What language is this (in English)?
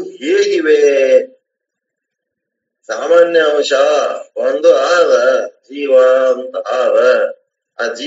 Kannada